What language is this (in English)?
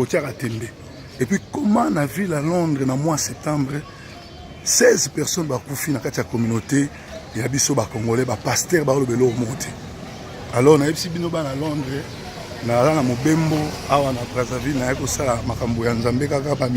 Lingala